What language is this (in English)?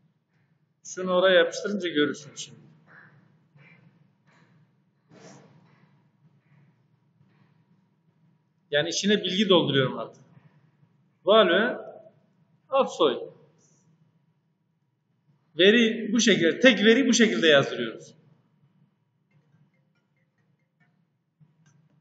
Turkish